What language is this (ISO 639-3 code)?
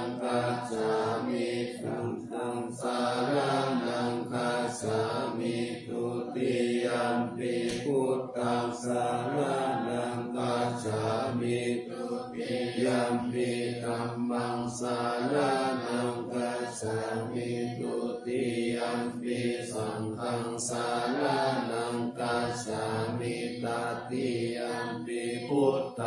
pli